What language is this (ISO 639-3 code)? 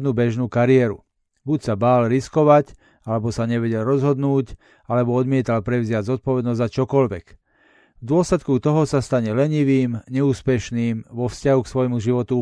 slk